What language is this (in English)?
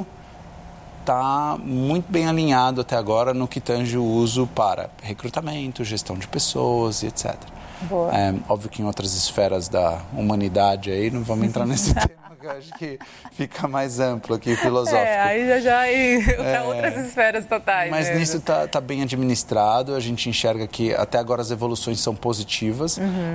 Portuguese